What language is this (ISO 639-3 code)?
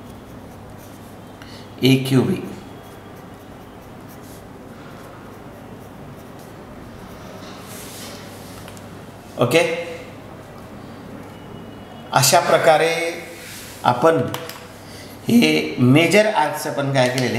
mar